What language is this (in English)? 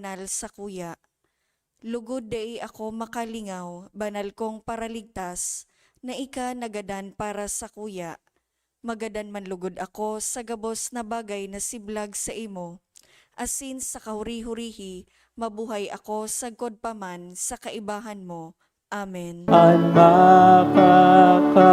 Bikol